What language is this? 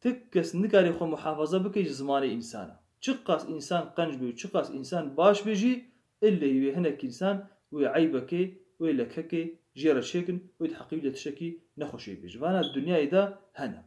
Kurdish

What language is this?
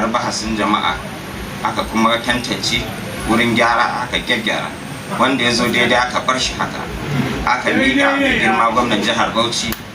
Hausa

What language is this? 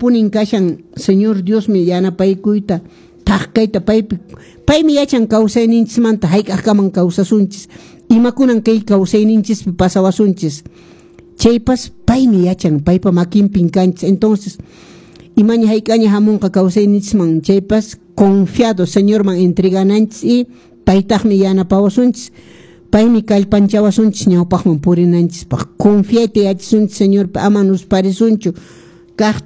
Quechua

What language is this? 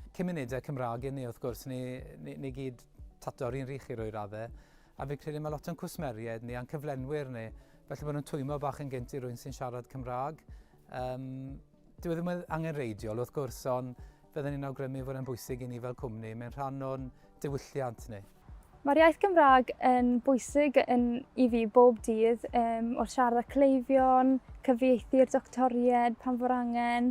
Welsh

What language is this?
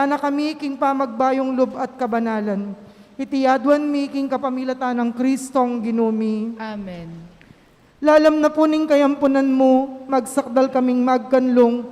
Pampanga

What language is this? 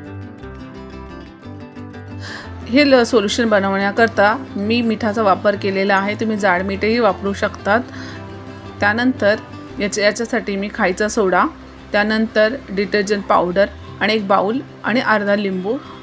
Marathi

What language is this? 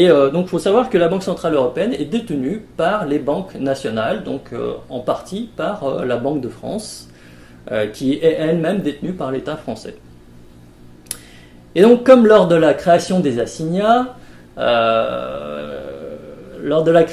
French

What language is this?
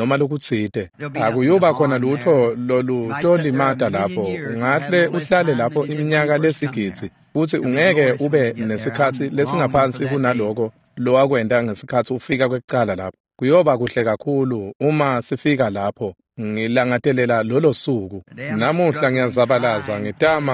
Swati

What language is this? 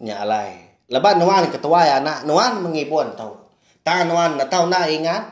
Iban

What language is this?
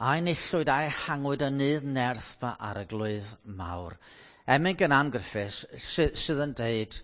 Welsh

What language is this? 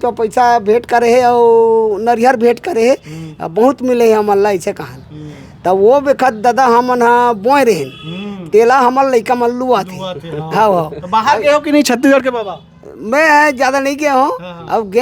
Chhattisgarhi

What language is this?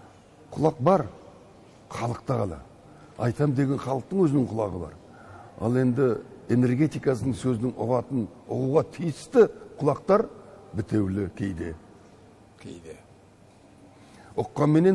Kazakh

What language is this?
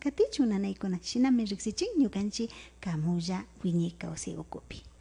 Imbabura Highland Quichua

